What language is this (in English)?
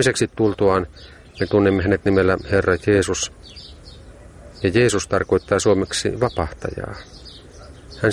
Finnish